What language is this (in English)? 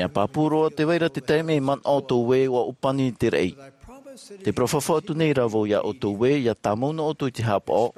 Tahitian